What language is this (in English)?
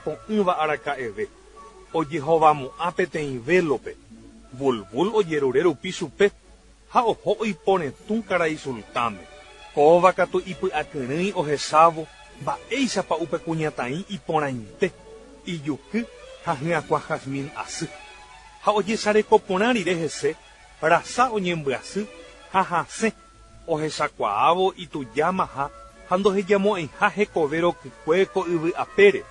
Guarani